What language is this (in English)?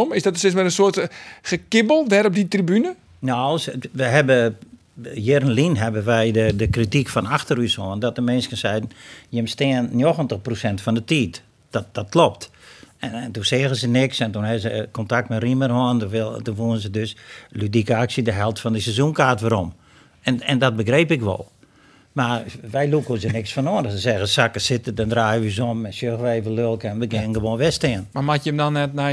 Western Frisian